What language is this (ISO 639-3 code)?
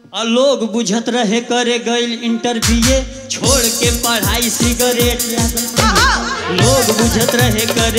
bho